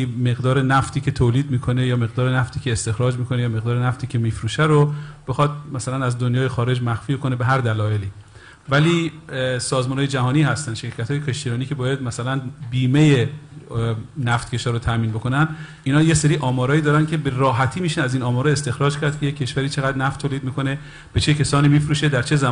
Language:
Persian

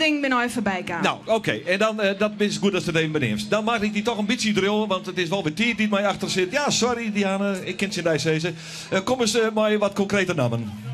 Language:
Western Frisian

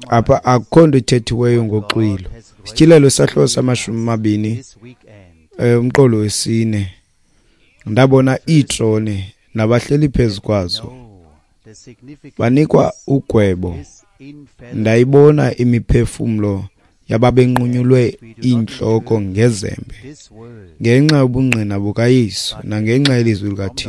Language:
Xhosa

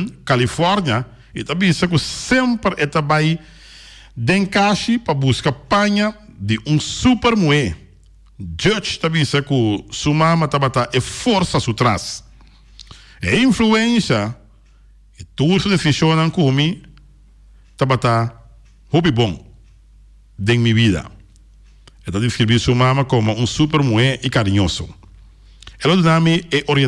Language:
Papiamento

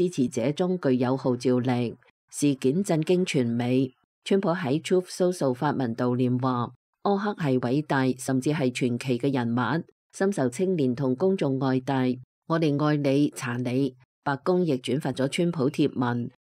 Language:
Cantonese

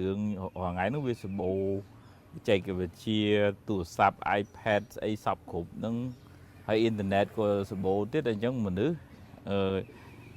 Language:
Khmer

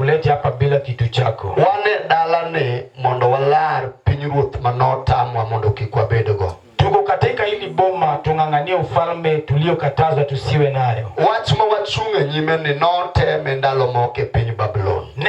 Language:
Luo (Kenya and Tanzania)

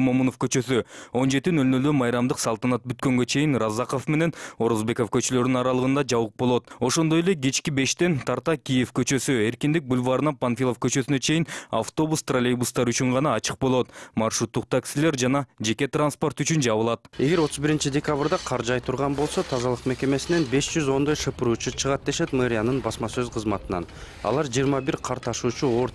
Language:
Kyrgyz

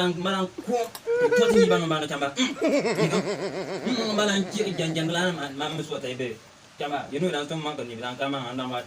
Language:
Bimoba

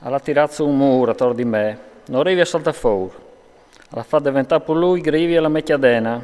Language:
Friulian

